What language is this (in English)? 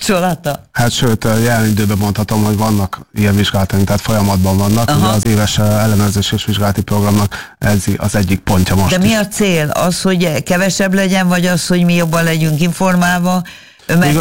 Hungarian